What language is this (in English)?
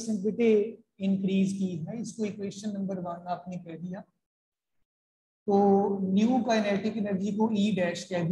Hindi